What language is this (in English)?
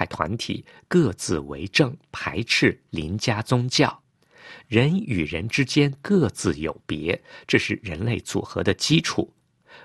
Chinese